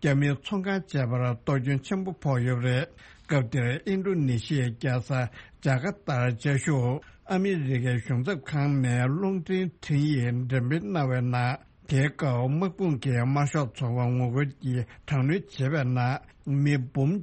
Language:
Tibetan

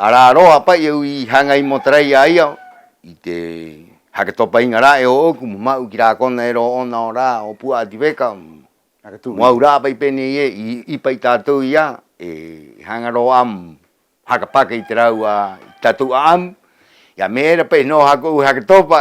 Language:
Rapanui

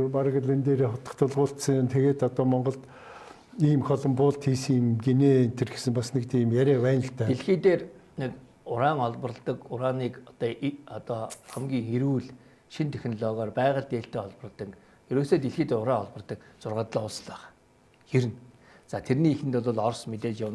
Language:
Mongolian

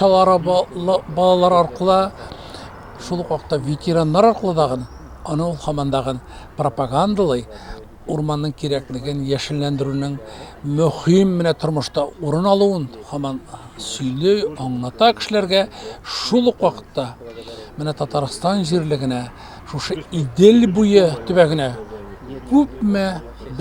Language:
Tatar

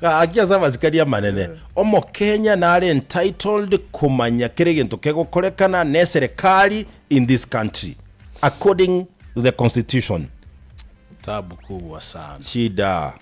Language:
Gusii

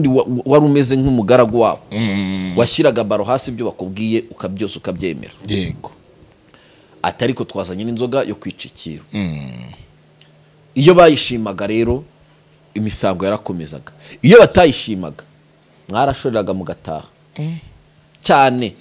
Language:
Kinyarwanda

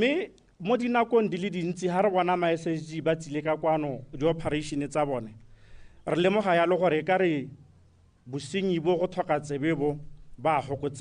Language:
Tswana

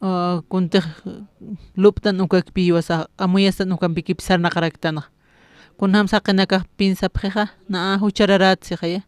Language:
Aymara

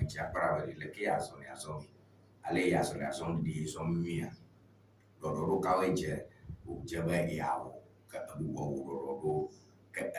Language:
Ewe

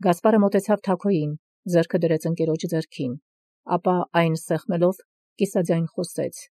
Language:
Armenian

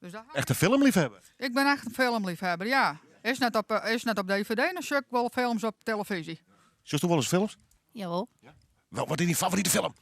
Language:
Western Frisian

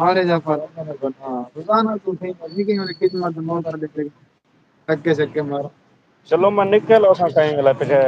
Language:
Saraiki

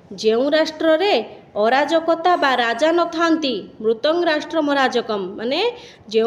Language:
Odia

